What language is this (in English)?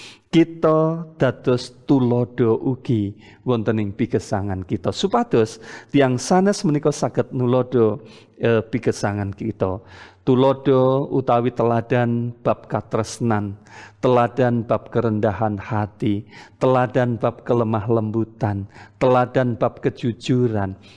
Javanese